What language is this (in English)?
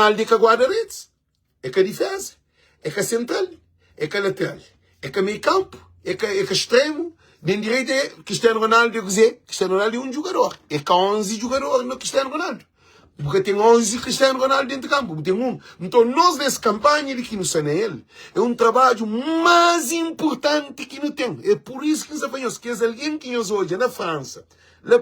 Kabuverdianu